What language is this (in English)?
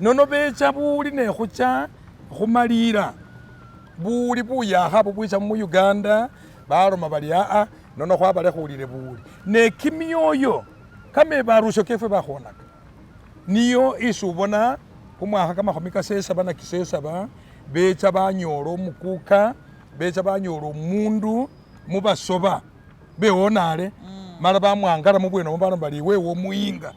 Masaaba